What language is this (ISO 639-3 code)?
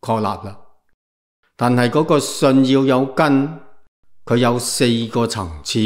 yue